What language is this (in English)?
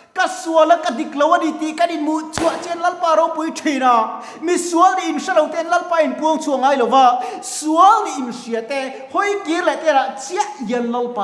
Mizo